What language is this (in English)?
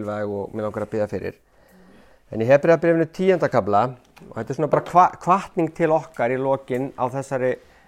Icelandic